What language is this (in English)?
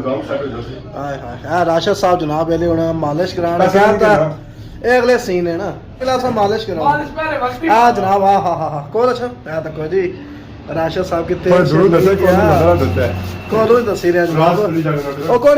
Pahari-Potwari